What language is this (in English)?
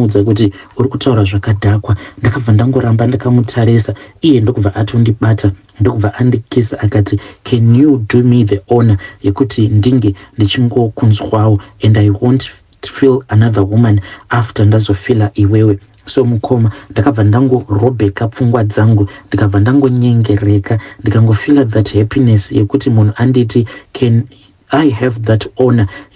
Shona